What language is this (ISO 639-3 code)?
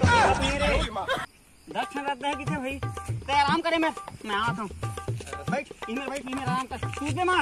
hne